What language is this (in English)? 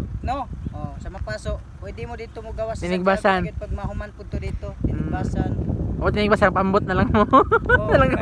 Cebuano